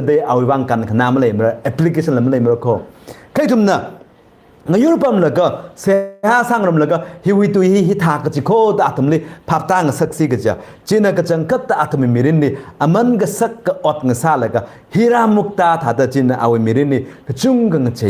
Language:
Tangkhul Naga (India)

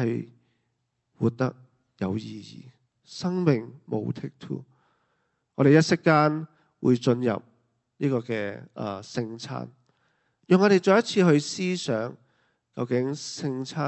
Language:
Cantonese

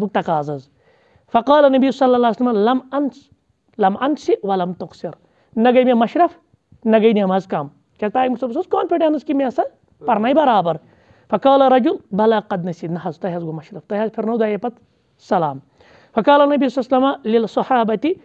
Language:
Kashmiri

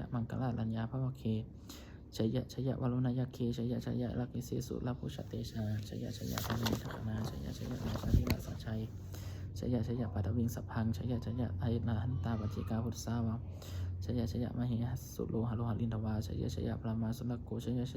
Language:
Pali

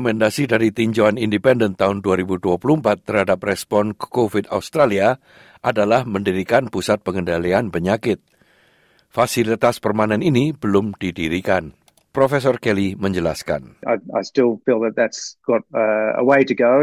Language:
Indonesian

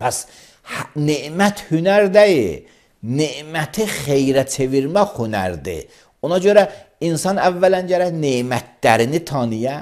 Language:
Azerbaijani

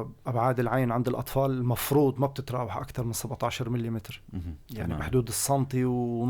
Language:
North Levantine Arabic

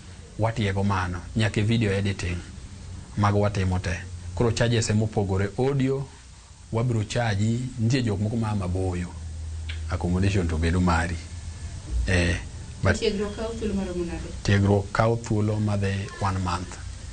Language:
Luo (Kenya and Tanzania)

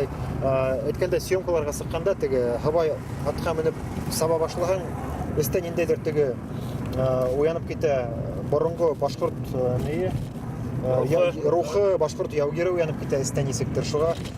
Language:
Bashkir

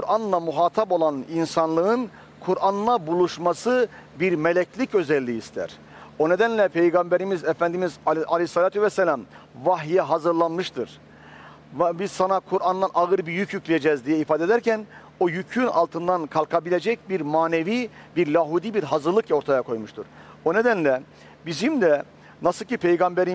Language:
Turkish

